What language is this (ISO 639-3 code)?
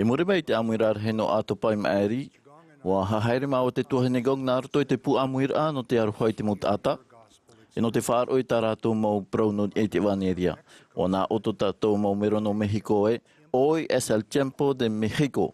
tah